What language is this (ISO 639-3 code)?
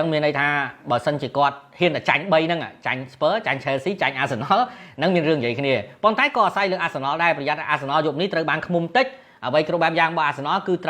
khm